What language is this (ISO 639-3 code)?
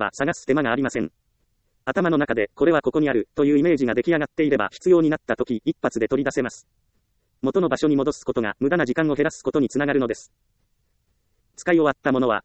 jpn